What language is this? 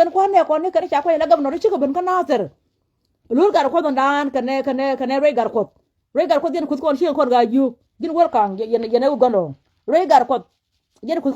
Nuer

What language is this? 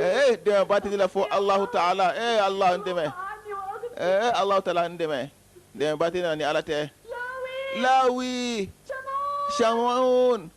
Bambara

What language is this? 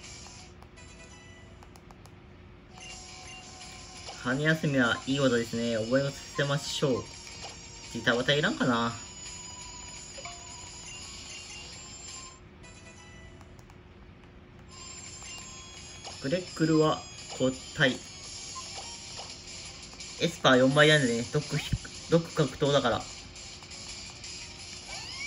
Japanese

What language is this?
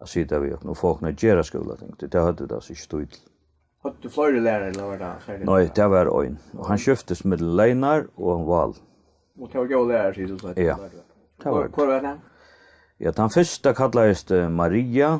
Faroese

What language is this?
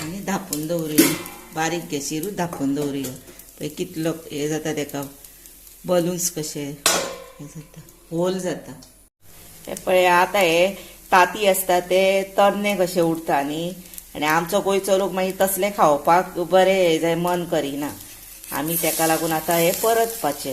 Konkani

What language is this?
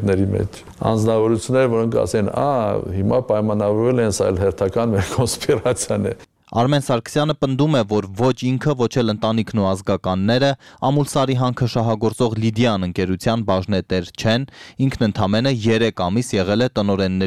Armenian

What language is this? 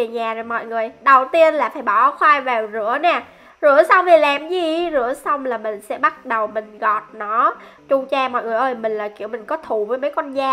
Vietnamese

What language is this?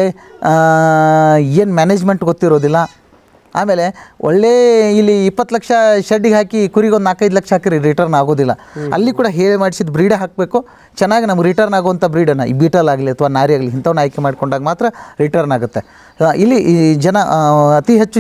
Kannada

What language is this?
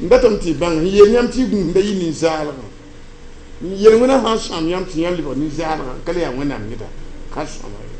Mossi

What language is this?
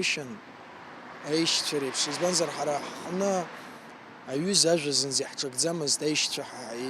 Abkhazian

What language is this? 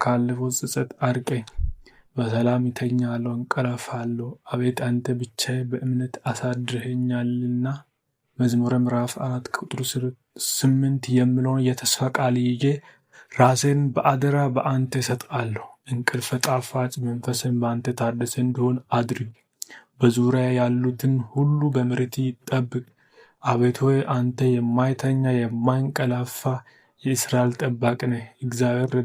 Amharic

